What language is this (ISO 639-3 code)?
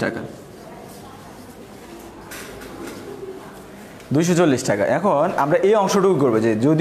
ben